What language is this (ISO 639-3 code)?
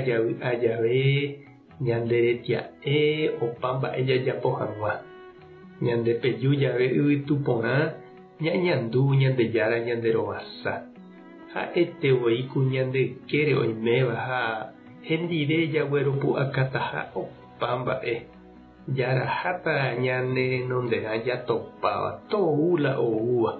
grn